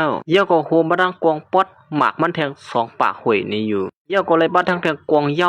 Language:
Shan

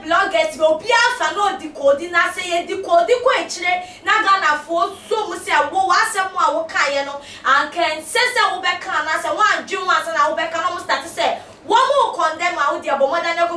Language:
Akan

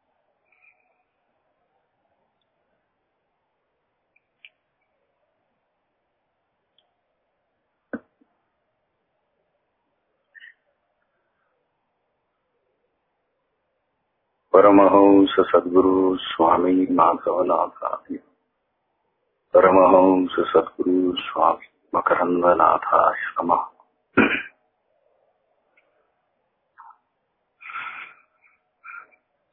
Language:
Marathi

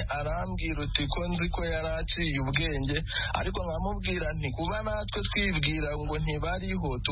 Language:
Kinyarwanda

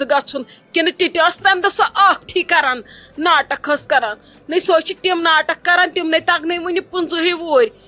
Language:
Kashmiri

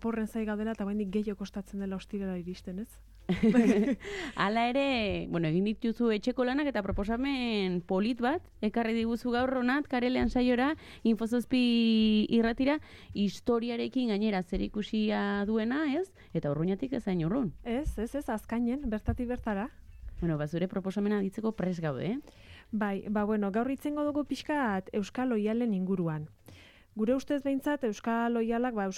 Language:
Basque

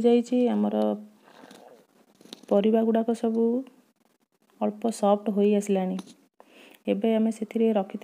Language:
Odia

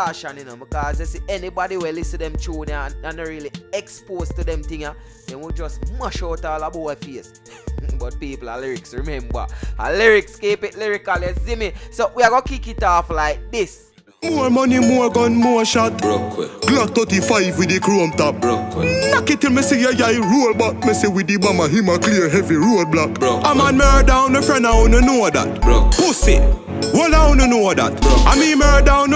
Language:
Jamaican Creole English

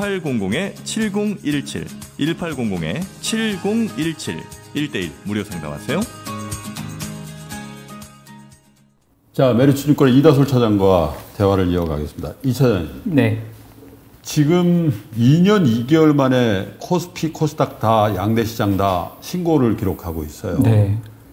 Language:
Korean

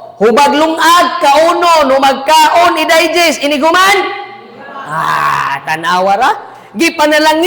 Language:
Cebuano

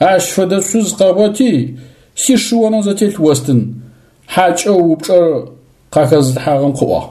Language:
Adyghe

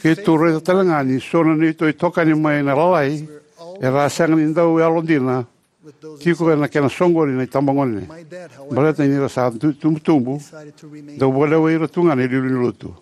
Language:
Fijian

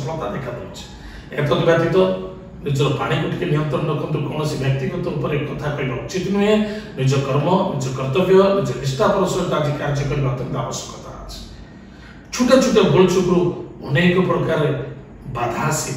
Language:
Odia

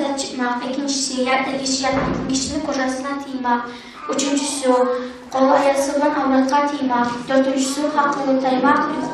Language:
Kumyk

